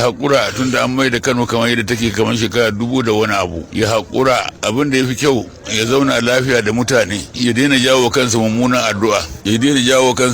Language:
Hausa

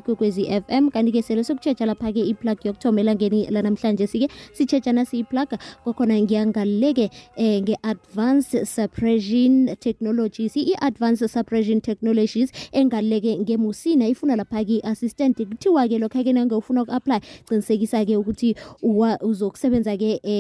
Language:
South Ndebele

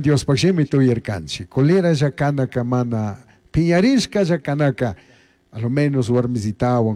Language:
Chimborazo Highland Quichua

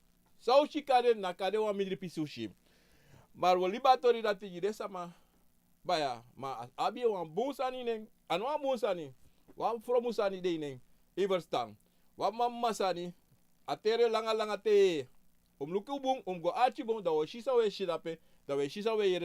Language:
Sranan Tongo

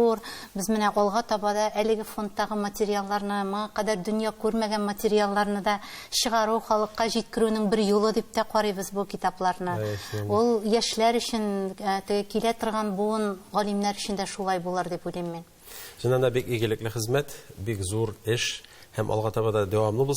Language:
Tatar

